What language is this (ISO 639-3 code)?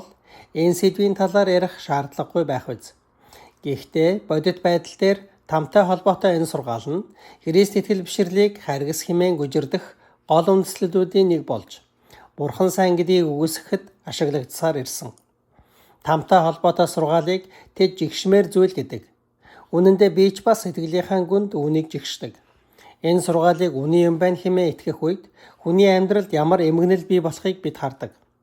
mon